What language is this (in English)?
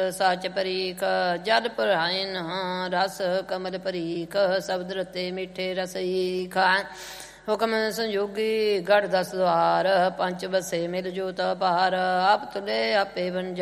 Punjabi